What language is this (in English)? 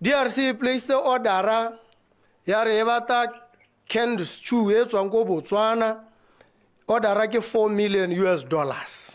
Tswana